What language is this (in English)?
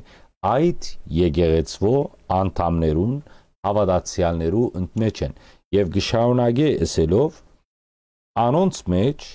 Western Armenian